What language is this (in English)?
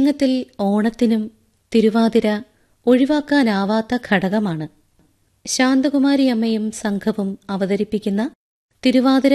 Malayalam